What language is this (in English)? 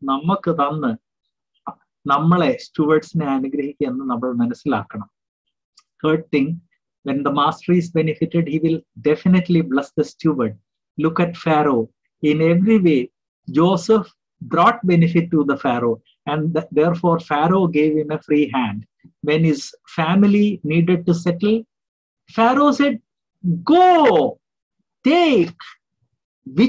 Malayalam